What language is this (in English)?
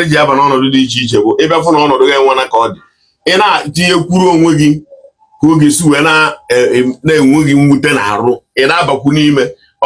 Igbo